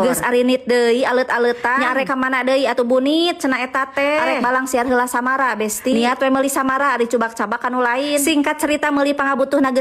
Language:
Sundanese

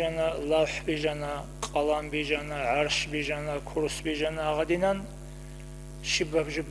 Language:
Avaric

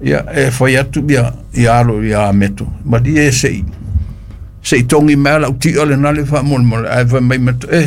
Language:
Samoan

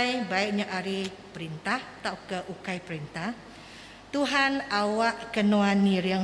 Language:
Iban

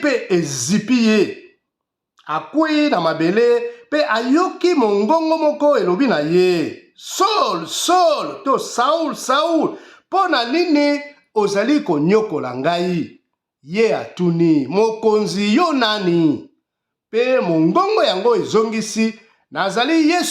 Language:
Lingala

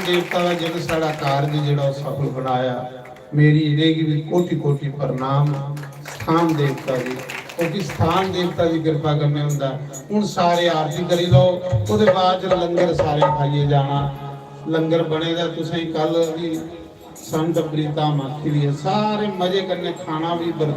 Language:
Dogri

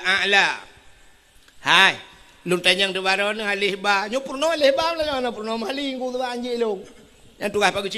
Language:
Achinese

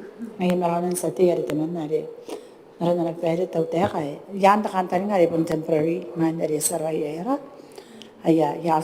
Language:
Gilbertese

